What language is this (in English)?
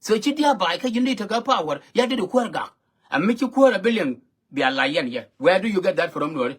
Nuer